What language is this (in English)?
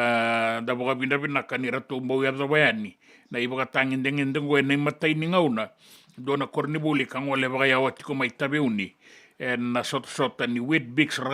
Fijian